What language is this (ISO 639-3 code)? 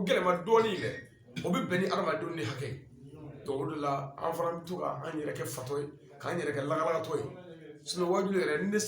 bam